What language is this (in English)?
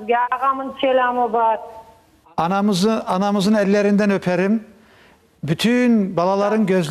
Crimean Tatar